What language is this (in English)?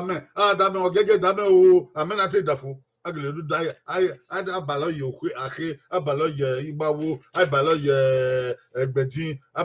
Bini